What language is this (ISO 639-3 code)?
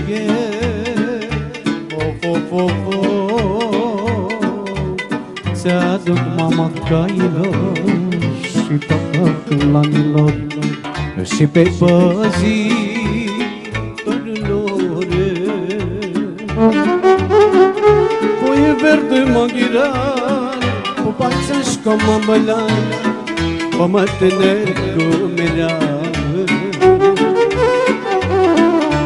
ron